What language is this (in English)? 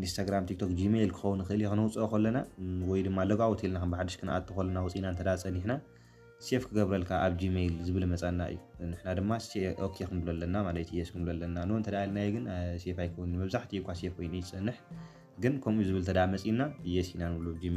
Tigrinya